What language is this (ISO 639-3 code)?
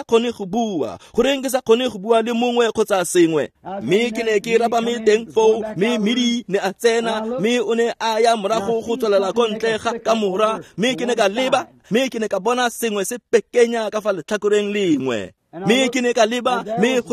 tsn